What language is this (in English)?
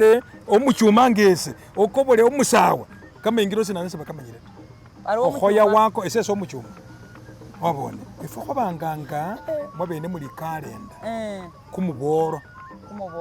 Masaaba